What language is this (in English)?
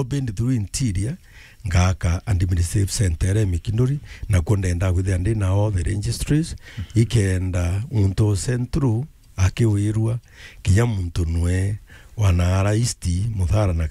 Meru